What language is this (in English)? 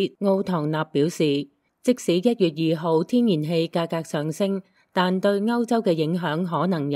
Cantonese